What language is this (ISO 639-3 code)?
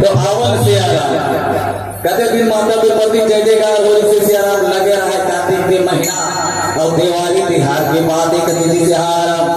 hne